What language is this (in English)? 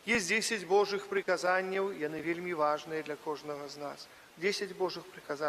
Belarusian